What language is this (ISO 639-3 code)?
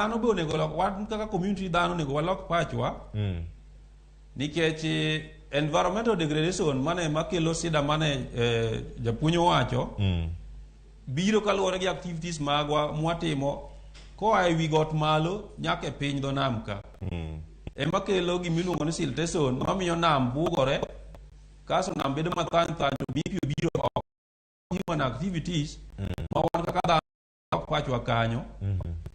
luo